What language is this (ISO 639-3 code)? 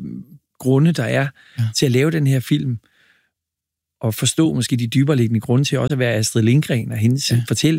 dan